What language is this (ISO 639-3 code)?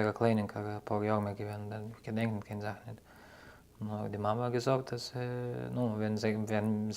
yid